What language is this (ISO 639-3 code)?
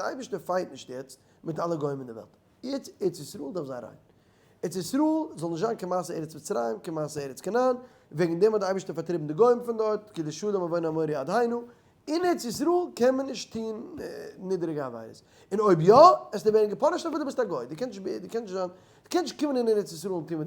yid